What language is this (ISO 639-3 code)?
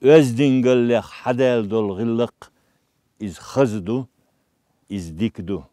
che